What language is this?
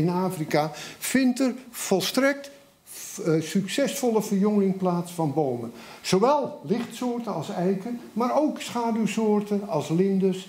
Dutch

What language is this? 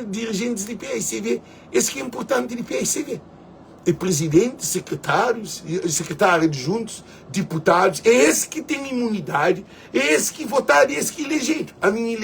Kabuverdianu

